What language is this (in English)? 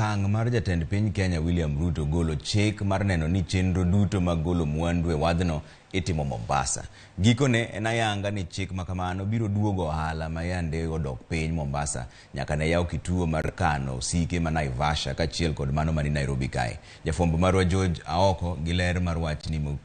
Luo (Kenya and Tanzania)